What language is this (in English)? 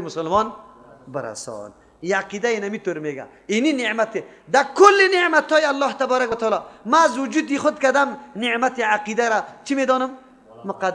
Persian